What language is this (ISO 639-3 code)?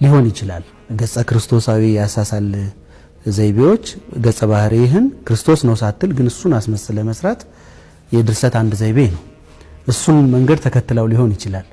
amh